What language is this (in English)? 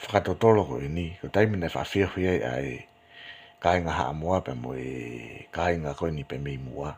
Tongan